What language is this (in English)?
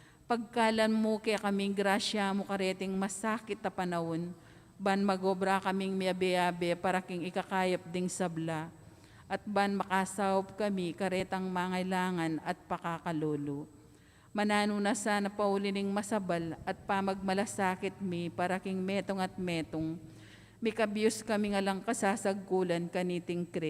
Pampanga